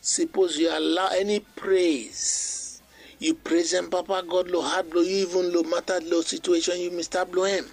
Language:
Bislama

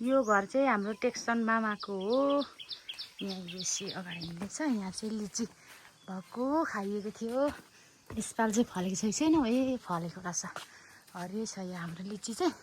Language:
Nepali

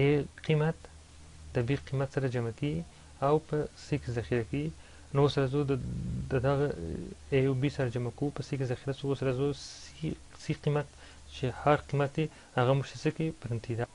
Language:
Pashto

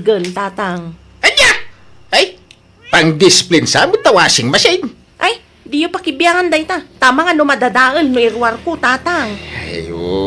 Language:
Iloko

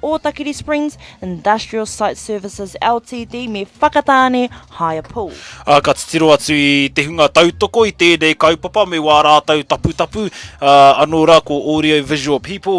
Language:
Māori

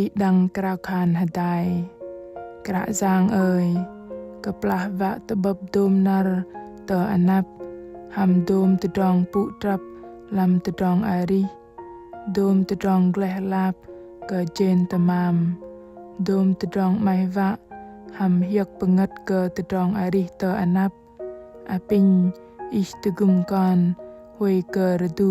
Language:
Bahnar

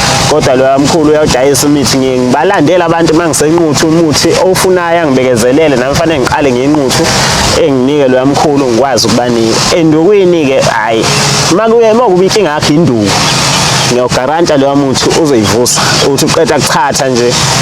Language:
Zulu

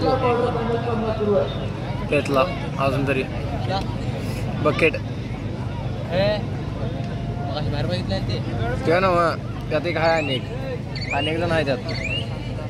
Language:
Marathi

